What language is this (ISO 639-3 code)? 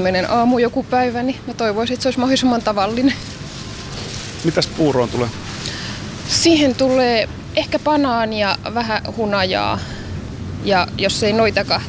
fin